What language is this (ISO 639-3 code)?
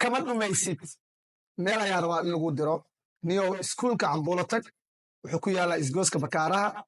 som